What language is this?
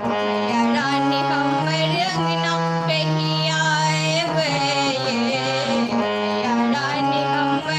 Maithili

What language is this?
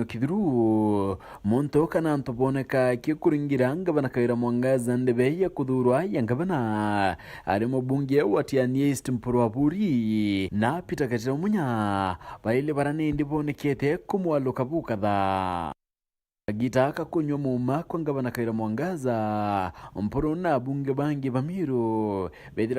Meru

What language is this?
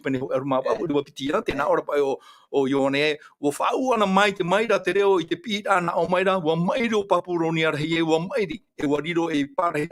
Tahitian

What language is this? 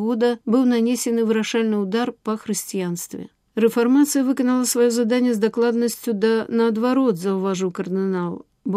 Belarusian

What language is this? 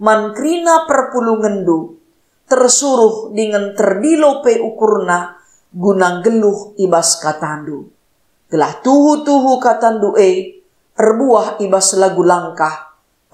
Batak Karo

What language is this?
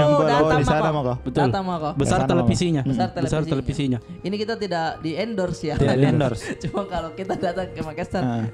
Makassar Malay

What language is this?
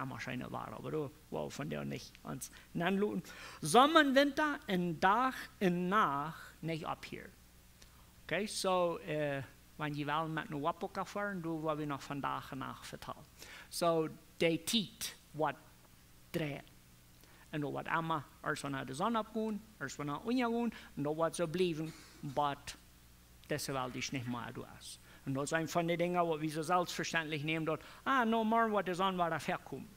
Plautdietsch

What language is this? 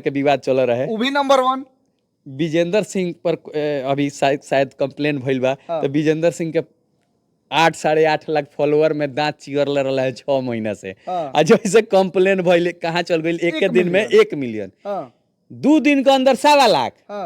Bhojpuri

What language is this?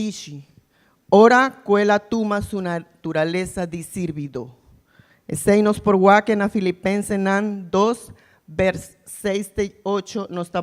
Papiamento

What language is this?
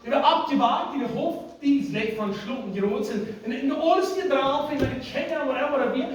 Plautdietsch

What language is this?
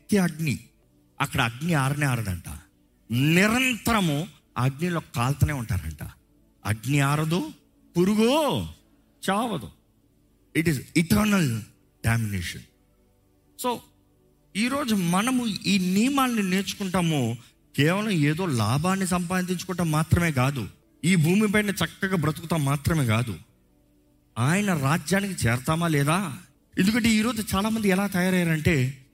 Telugu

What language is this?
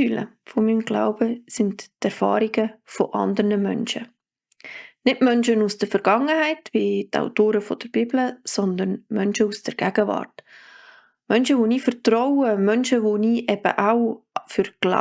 Swiss German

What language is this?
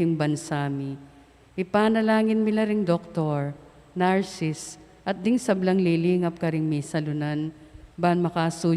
Pampanga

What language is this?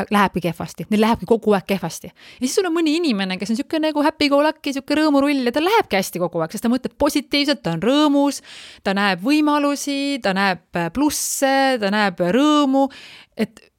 Estonian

